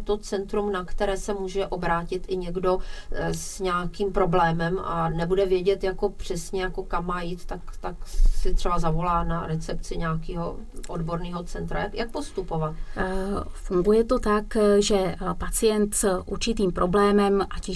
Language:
Czech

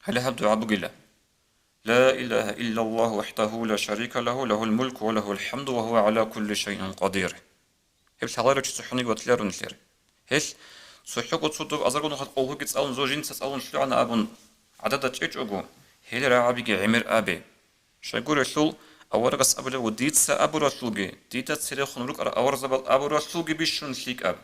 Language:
Avaric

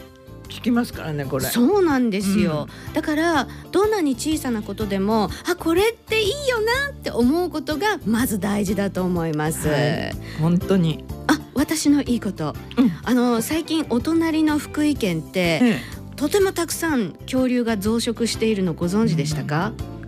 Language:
Japanese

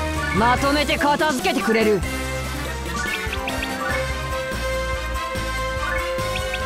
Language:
Japanese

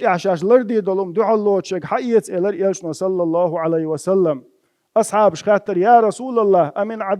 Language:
Chechen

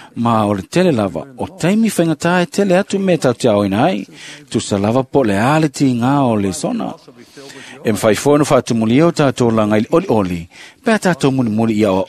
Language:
Samoan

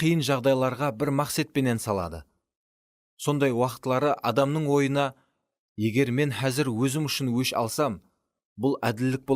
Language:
Kara-Kalpak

